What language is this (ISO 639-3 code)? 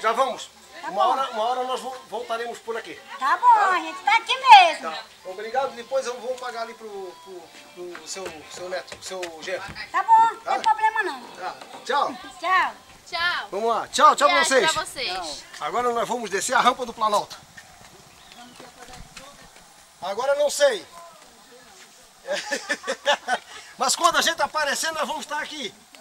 por